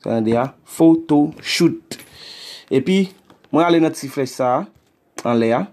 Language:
Haitian Creole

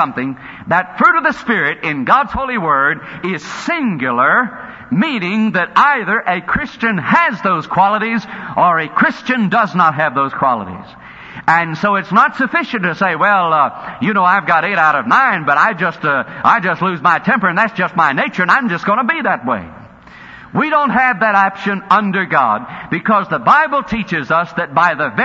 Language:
English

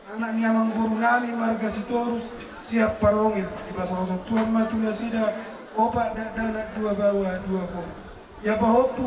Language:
Batak Toba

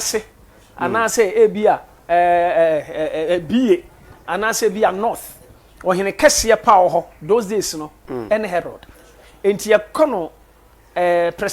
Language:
Akan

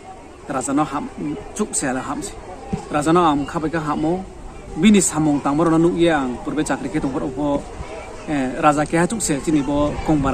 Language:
Riang (India)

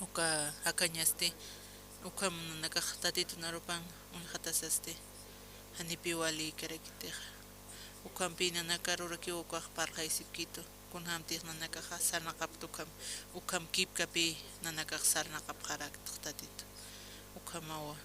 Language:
Aymara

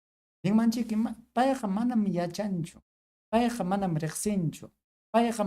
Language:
Ayacucho Quechua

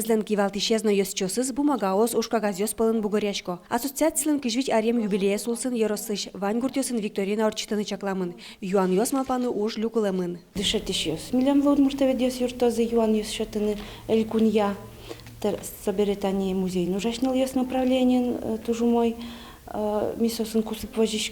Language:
Udmurt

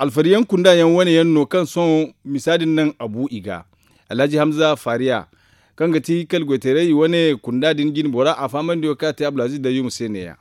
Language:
Zarma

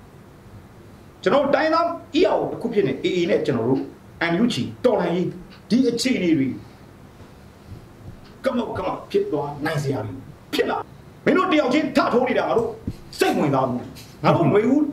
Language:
Burmese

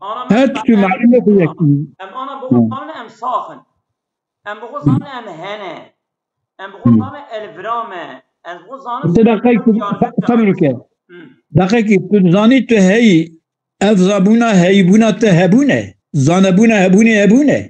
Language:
Kurdish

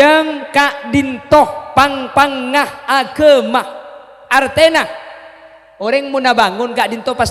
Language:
Madurese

